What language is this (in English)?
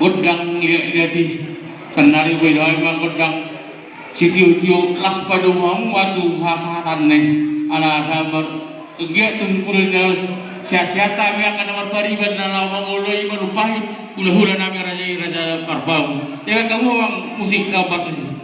Batak Toba